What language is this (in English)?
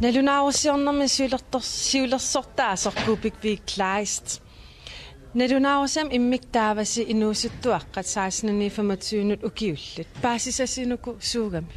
Kalaallisut